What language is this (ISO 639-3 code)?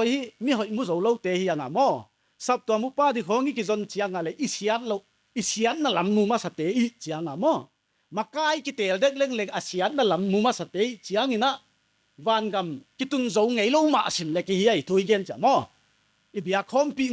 pck